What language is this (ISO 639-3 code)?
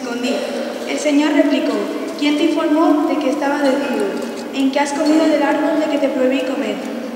spa